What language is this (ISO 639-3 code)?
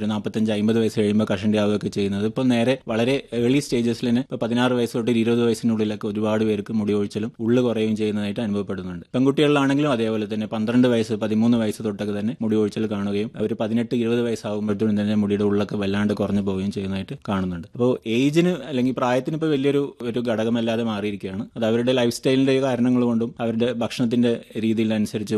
mal